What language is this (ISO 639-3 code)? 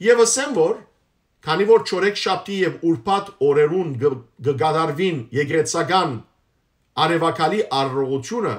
hyw